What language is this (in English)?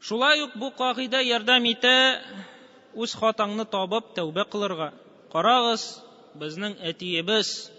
Tatar